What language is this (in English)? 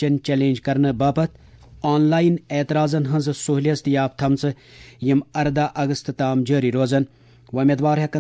Kashmiri